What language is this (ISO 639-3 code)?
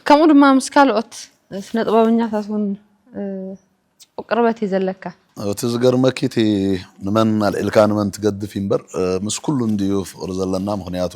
tir